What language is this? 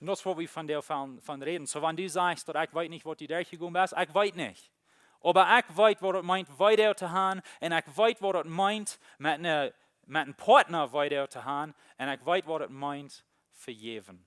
Plautdietsch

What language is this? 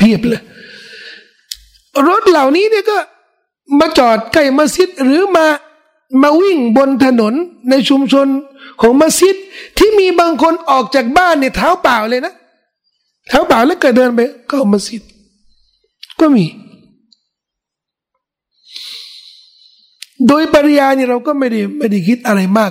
Thai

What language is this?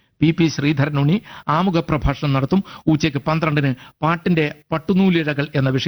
Malayalam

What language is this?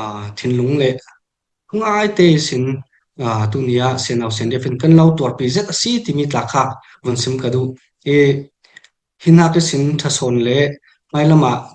Falam Chin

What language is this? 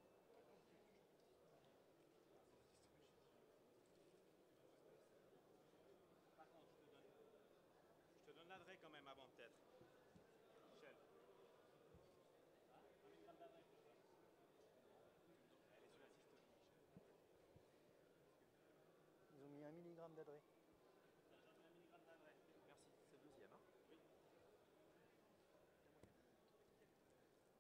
French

